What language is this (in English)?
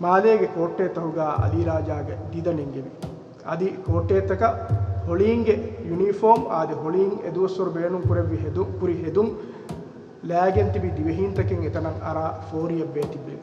Divehi